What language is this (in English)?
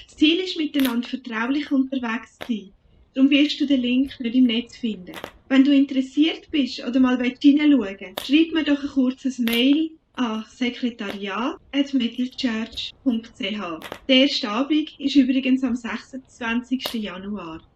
Swiss German